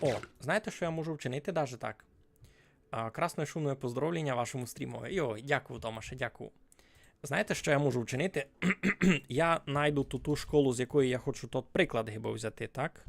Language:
Rusyn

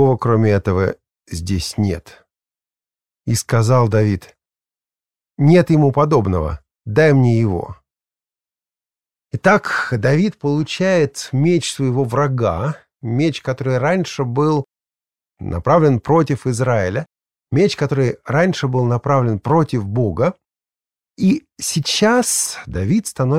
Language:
Russian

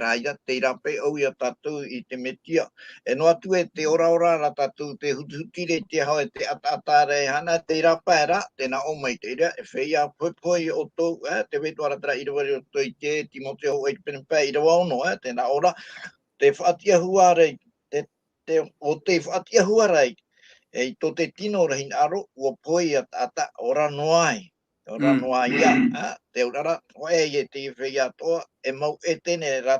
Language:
Tahitian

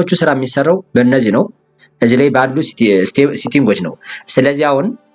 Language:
Amharic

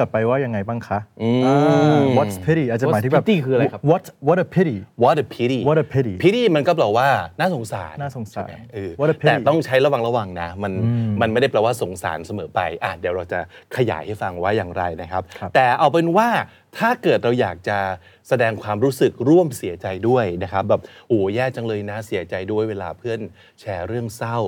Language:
Thai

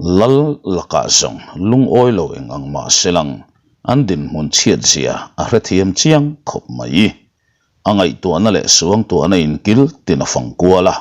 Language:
Mizo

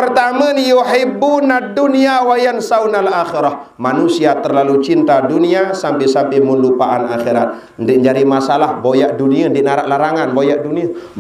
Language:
Sasak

